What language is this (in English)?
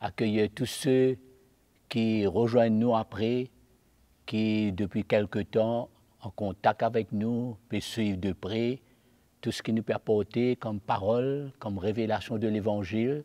Morisyen